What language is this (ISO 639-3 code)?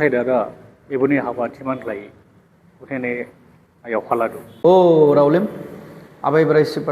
dis